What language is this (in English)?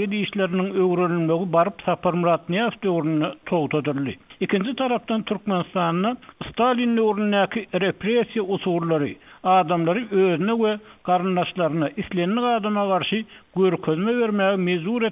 Turkmen